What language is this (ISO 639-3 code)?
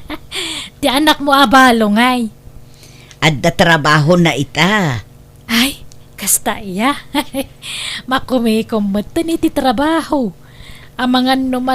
ilo